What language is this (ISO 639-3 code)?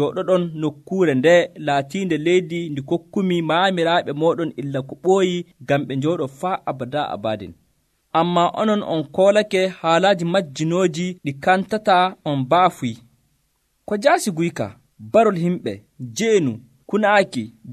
fuv